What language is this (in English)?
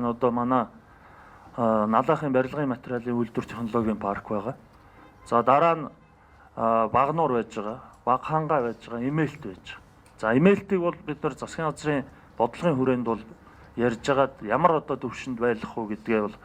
Mongolian